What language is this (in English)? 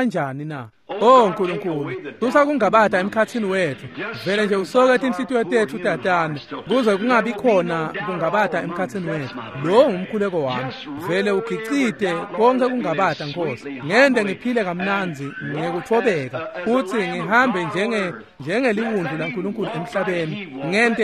Swati